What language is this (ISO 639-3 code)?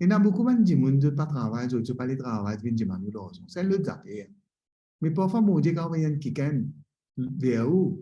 mfe